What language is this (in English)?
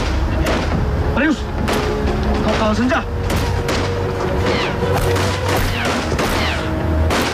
Indonesian